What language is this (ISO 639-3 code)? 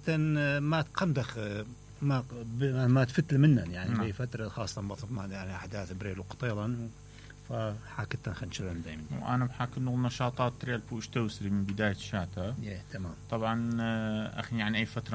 acm